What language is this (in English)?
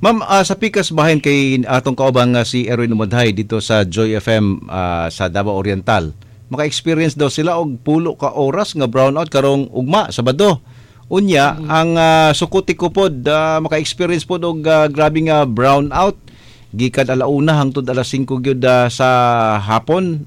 Cebuano